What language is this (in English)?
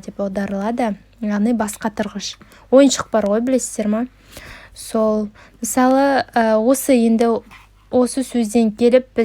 Kazakh